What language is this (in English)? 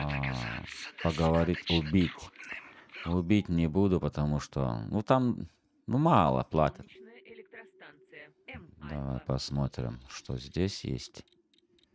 Russian